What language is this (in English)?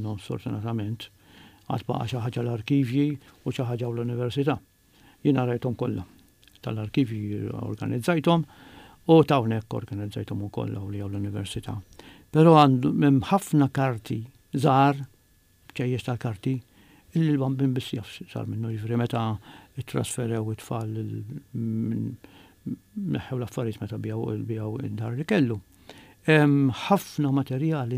Maltese